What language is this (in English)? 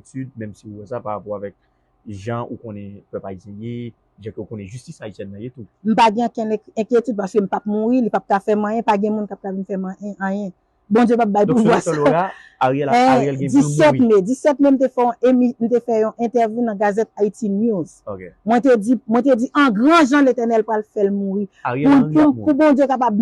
Haitian Creole